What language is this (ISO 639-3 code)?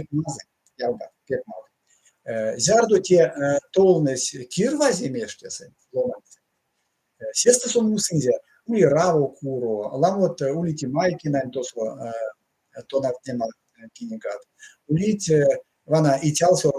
myv